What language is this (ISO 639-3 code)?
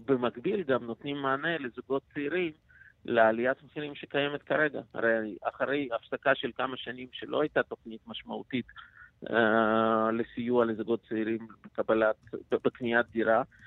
heb